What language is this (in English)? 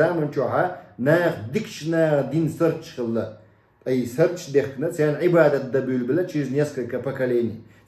Chechen